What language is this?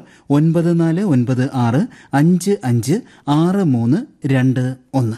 Malayalam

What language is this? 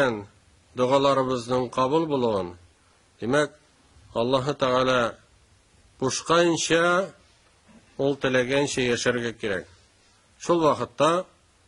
Tatar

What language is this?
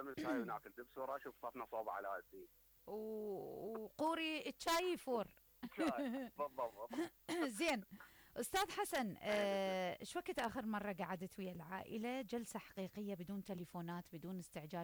Mesopotamian Arabic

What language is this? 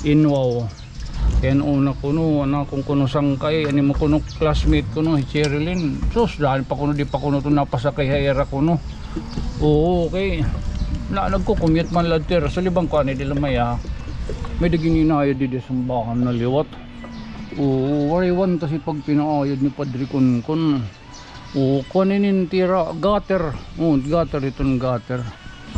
Waray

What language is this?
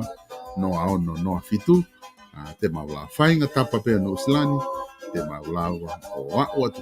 Tongan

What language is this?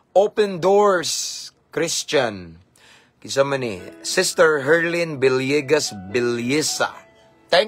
Cebuano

